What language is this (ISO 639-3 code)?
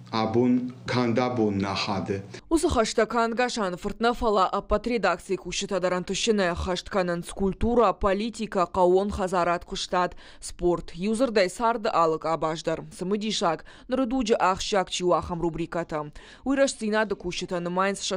oss